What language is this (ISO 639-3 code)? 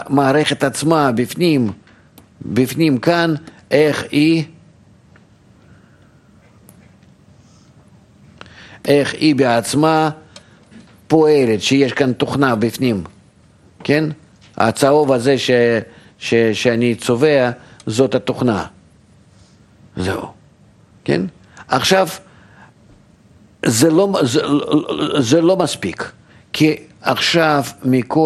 heb